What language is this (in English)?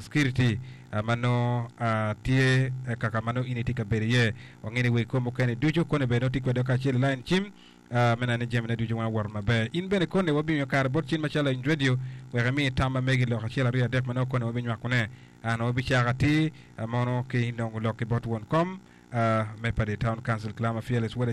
Acoli